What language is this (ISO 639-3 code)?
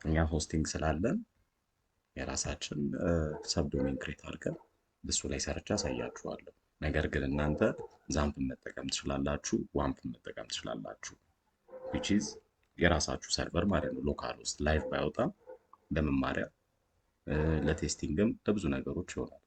amh